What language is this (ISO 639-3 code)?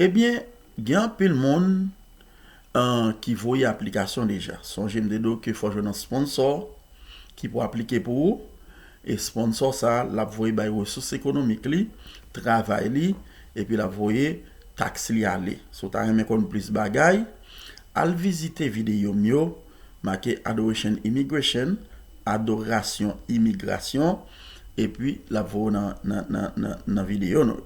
hat